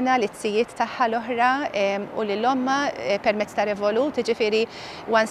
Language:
Maltese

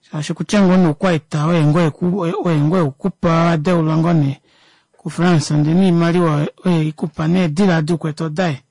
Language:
Kuanyama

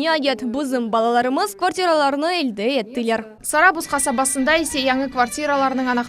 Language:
Crimean Tatar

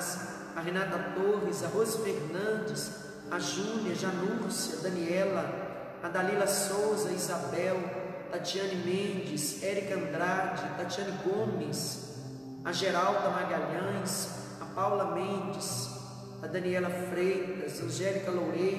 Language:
Portuguese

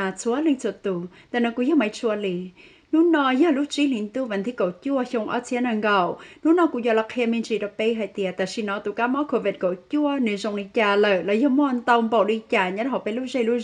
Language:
Hmong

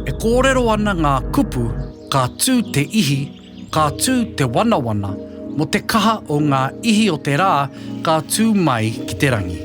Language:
Māori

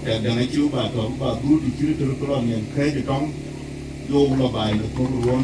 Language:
Dinka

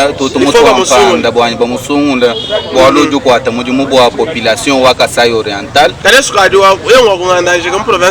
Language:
Luba-Lulua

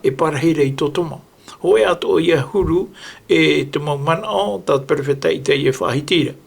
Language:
Tahitian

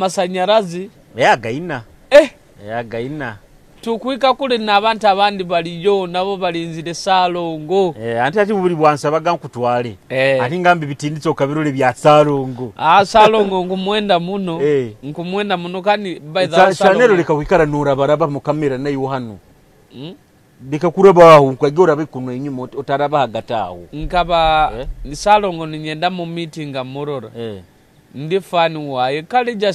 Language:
Nyoro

